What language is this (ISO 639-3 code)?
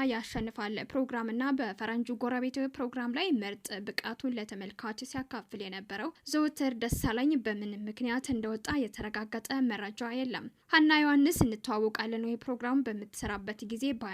amh